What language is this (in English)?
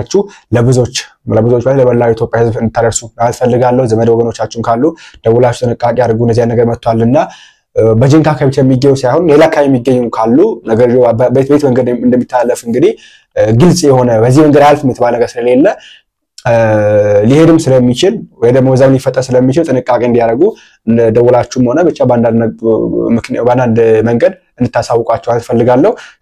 Amharic